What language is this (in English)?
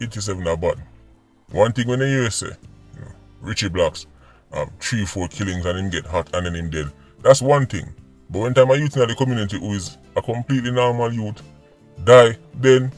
Jamaican Creole English